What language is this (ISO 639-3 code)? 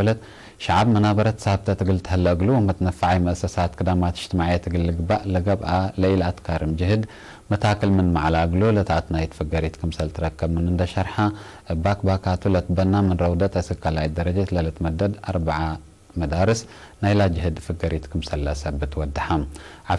tig